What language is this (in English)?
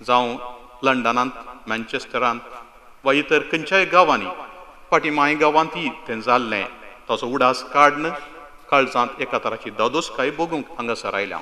Konkani